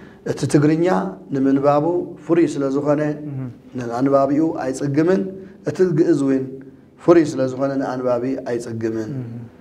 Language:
Tigrinya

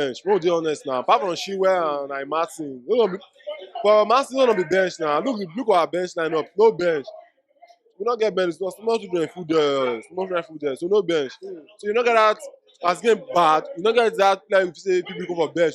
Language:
Nigerian Pidgin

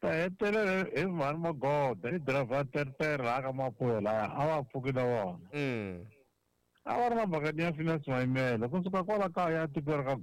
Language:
Tsonga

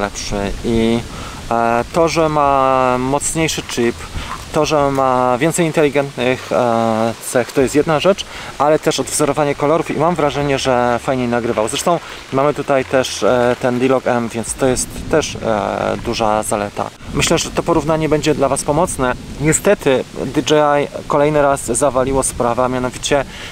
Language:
Polish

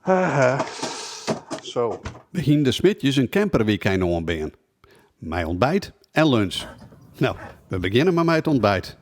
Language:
Western Frisian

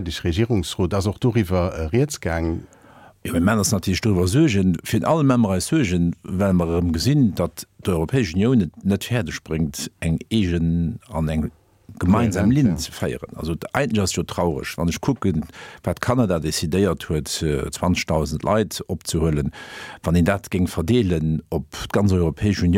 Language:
Luxembourgish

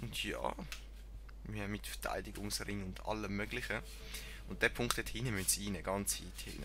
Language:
Swiss German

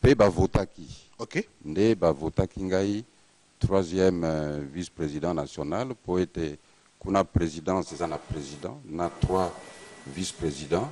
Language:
Lingala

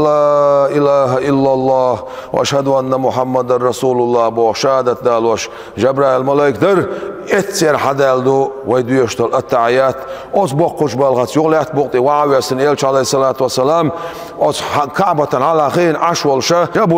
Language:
Chechen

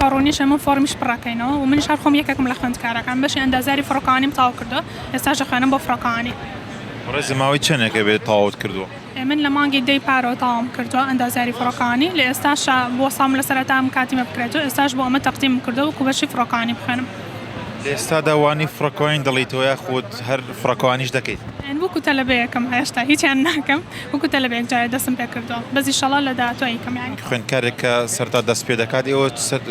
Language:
Central Kurdish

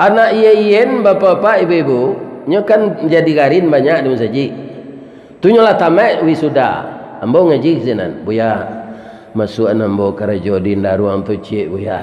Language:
Minangkabau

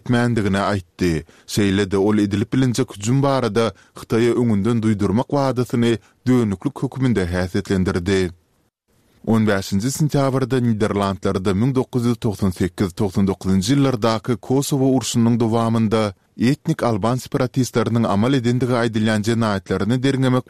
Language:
Turkmen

